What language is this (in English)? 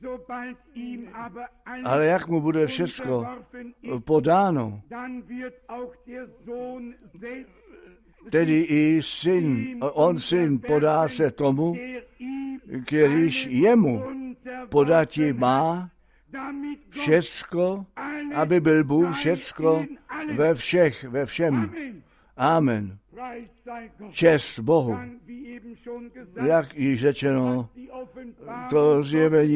Czech